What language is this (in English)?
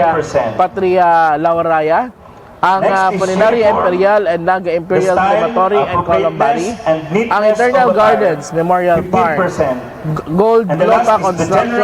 Bikol